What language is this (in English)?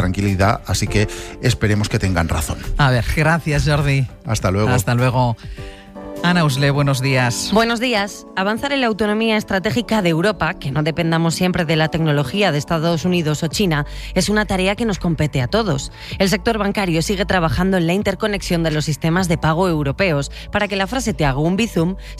Spanish